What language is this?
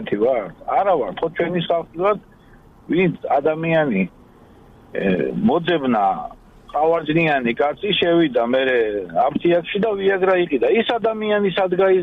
Georgian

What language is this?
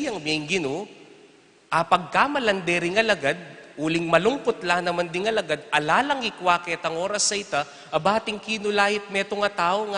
Pampanga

